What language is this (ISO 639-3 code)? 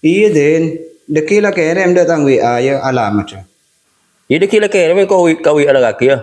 mad